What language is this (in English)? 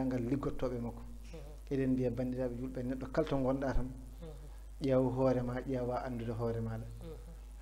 Fula